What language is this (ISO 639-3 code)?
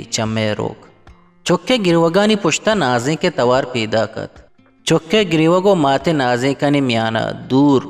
bgp